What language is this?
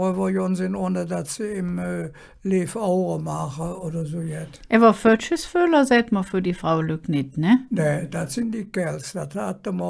Colognian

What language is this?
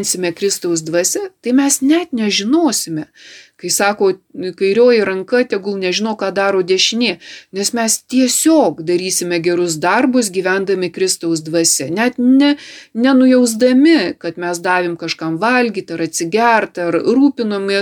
Lithuanian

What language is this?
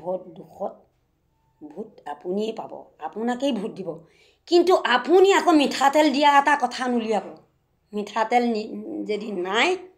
Assamese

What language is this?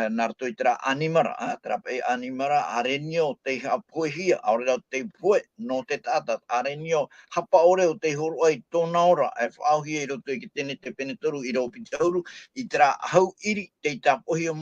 Tahitian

